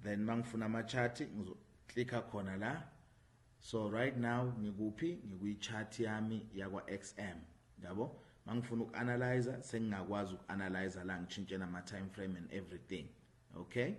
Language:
Zulu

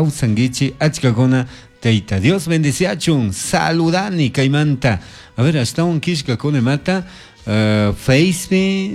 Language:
Chimborazo Highland Quichua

